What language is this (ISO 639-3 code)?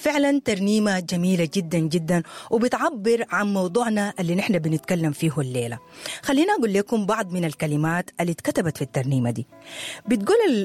apd